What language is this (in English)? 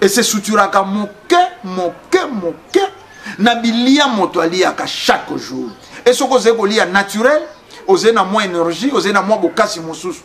Lingala